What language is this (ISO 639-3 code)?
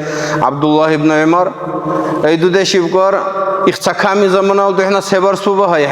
dar